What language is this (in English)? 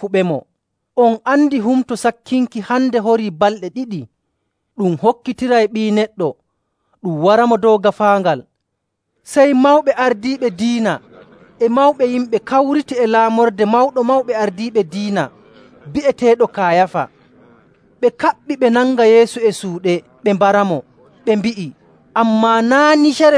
Nigerian Fulfulde